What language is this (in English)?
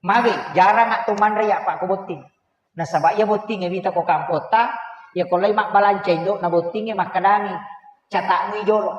Buginese